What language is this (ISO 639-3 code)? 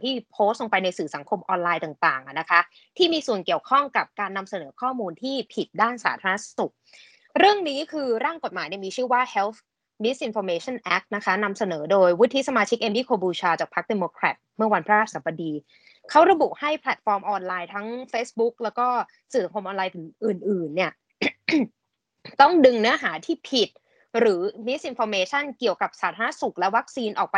tha